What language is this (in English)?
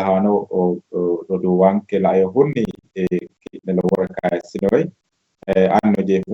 Sidamo